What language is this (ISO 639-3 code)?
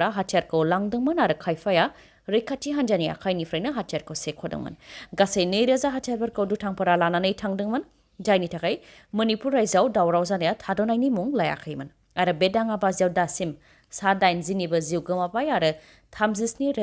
brx